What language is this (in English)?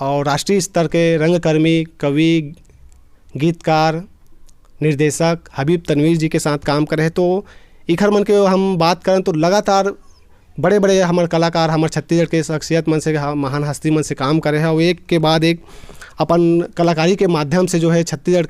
Chhattisgarhi